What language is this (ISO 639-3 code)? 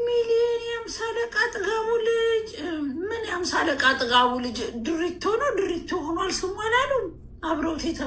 amh